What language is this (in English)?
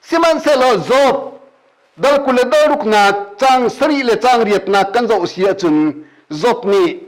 Hakha Chin